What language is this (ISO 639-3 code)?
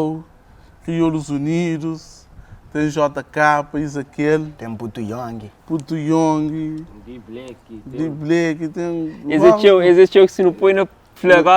kea